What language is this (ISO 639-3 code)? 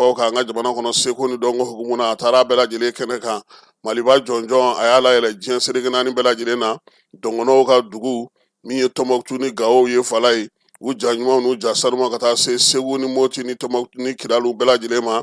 bam